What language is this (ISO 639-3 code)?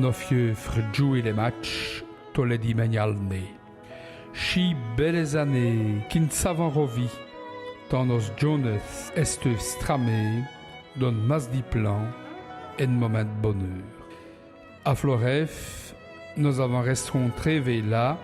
wln